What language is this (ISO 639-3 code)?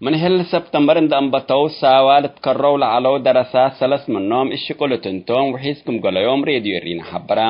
tig